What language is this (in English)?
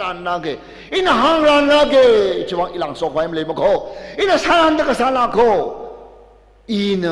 Tangkhul Naga (India)